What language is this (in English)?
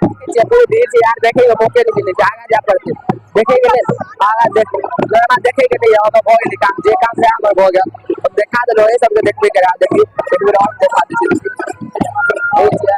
Maithili